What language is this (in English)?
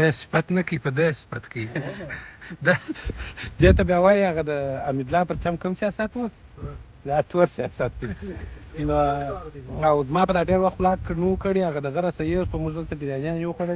Pashto